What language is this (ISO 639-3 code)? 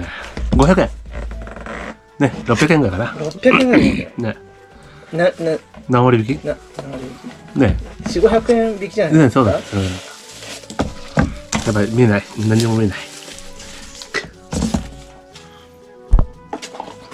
jpn